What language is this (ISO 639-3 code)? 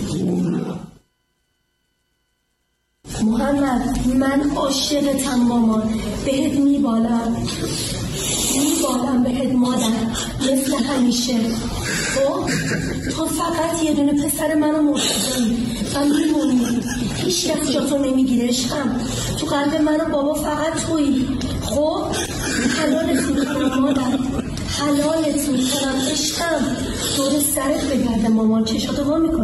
fas